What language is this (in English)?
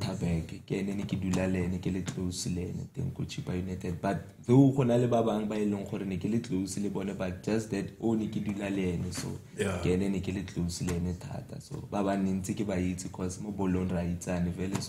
Tswana